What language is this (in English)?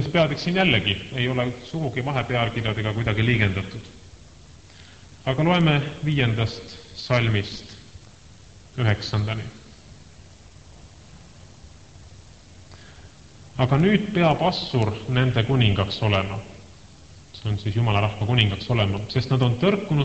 Estonian